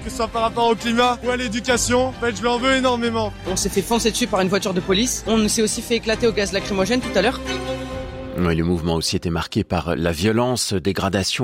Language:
French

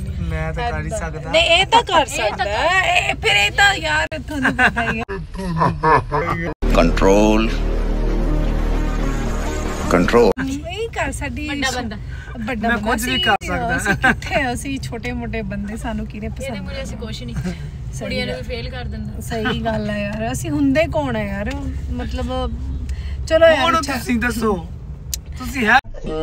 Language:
Punjabi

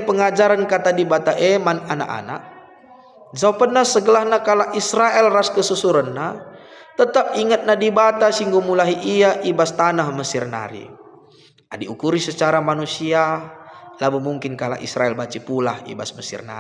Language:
Batak Karo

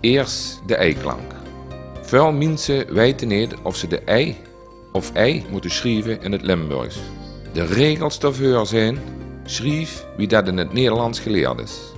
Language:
Limburgish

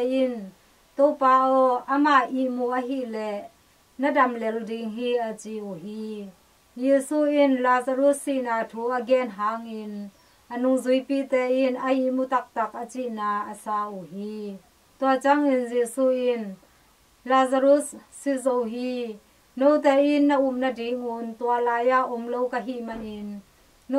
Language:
Tedim Chin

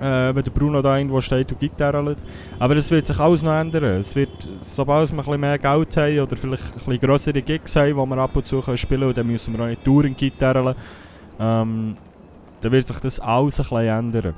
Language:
Swiss German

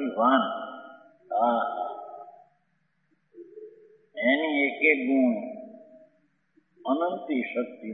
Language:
Gujarati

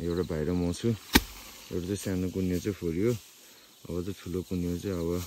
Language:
Nepali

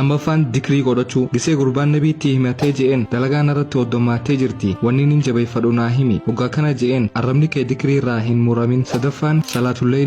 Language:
Oromo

